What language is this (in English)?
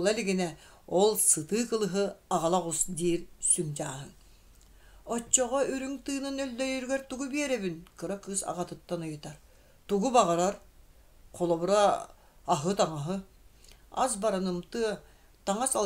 Yakut